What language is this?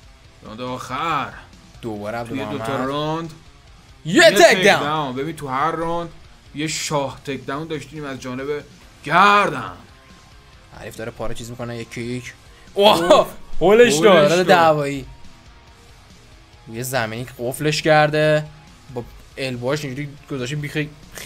Persian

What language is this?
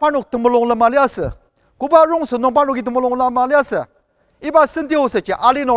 Ao Naga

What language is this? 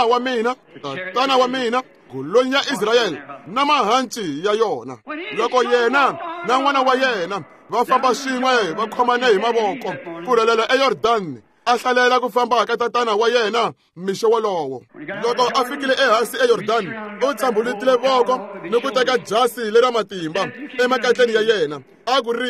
Tsonga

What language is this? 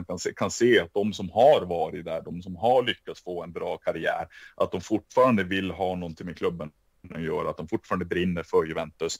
Swedish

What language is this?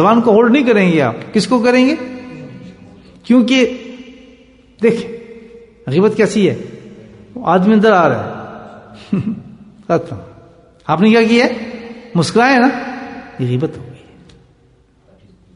Urdu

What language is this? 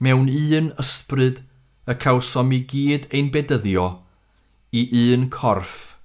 Welsh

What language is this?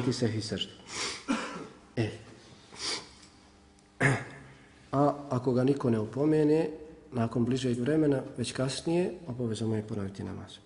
Bosnian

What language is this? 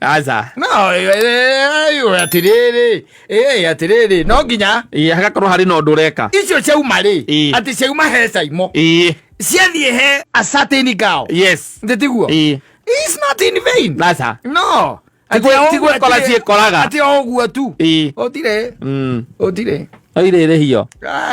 Kikuyu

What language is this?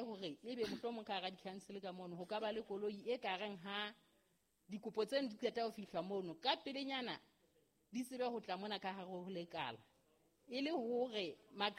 Southern Sotho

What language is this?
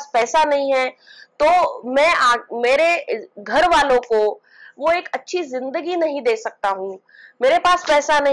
Hindi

